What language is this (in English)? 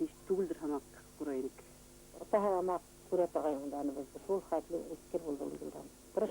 Bashkir